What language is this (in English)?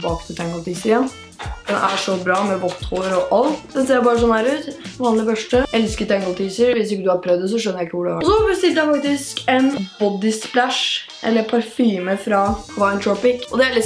Norwegian